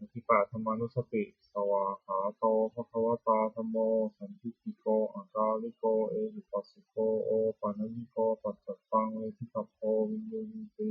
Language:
Pali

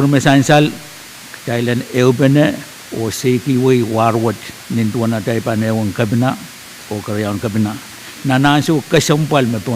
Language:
Pohnpeian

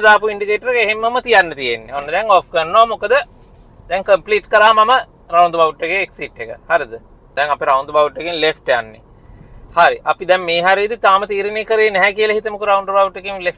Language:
Sinhala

